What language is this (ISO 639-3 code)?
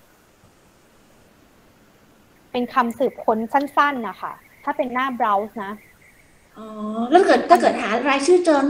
tha